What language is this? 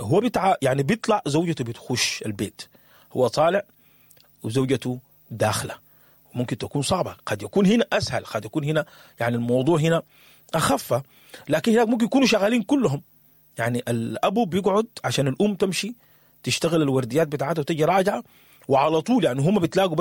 Sudanese Arabic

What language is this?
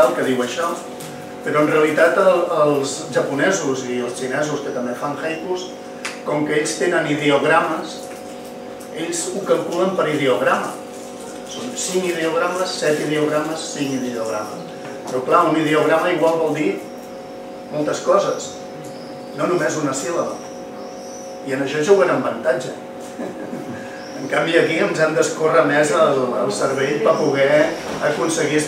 Catalan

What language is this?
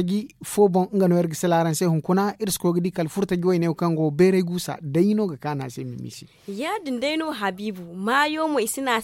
Zarma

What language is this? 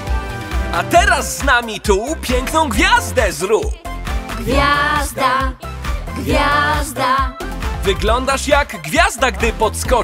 Polish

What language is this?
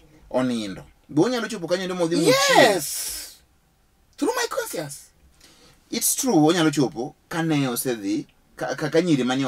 Luo (Kenya and Tanzania)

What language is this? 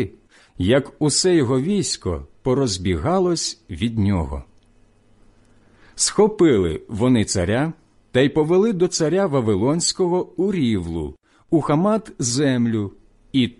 Ukrainian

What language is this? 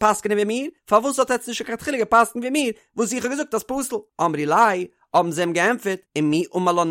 Yiddish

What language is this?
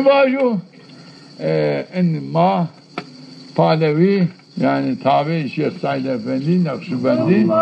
Zaza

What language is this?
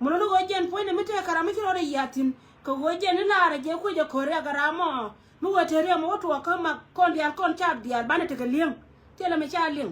Nuer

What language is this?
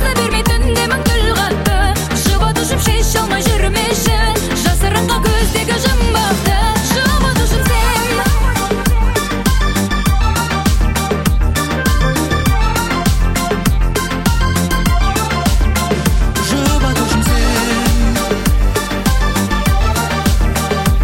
Kazakh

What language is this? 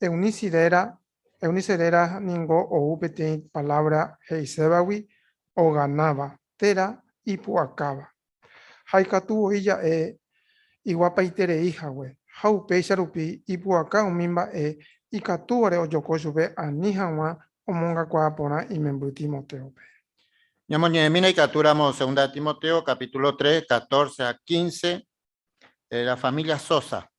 Guarani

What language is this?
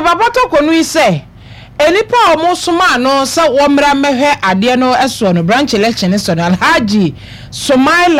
Akan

